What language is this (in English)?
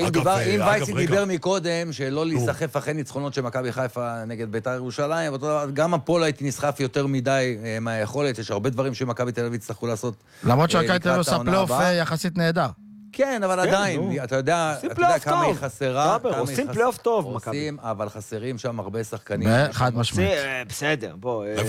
Hebrew